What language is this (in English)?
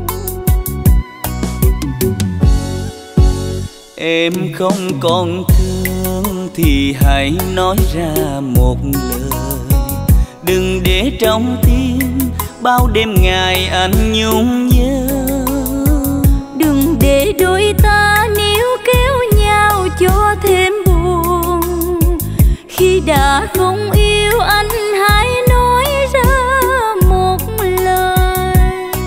Vietnamese